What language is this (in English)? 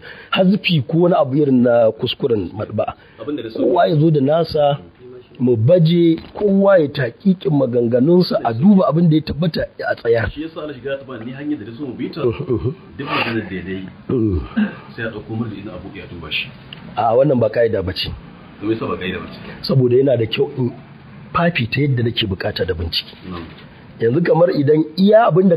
Hausa